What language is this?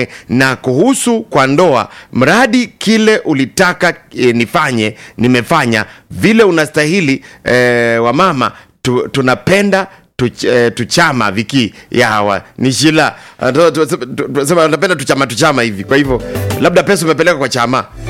Swahili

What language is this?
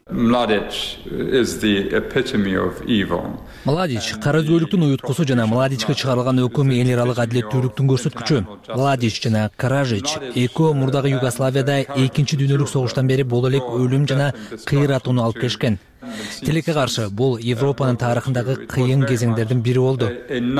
Kyrgyz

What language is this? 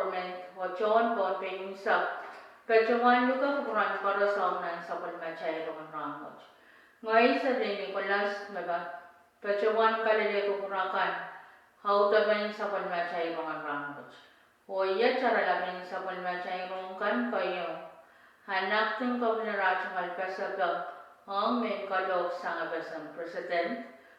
Pohnpeian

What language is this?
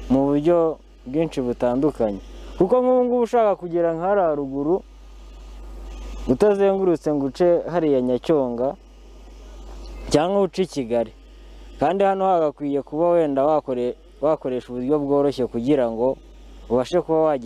Kinyarwanda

